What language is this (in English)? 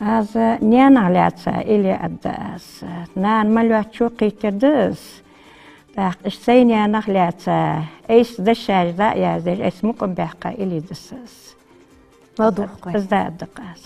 Ingush